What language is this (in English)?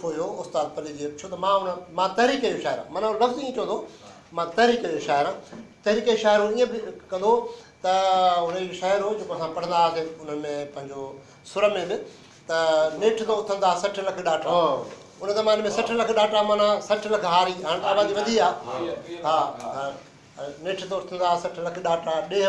Sindhi